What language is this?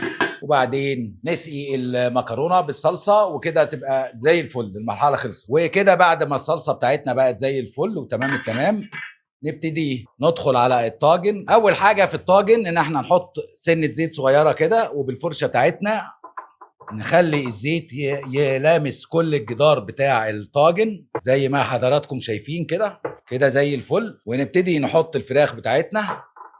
Egyptian Arabic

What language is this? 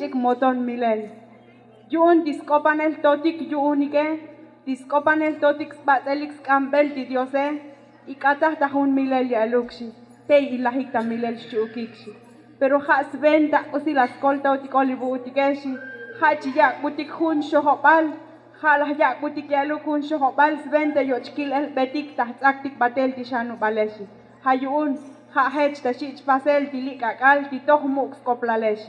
Tzotzil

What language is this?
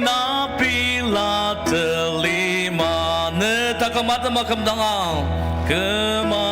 Ao Naga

